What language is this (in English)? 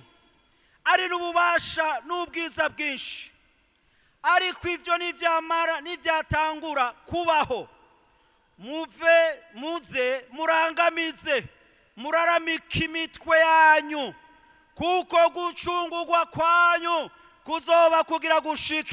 Rundi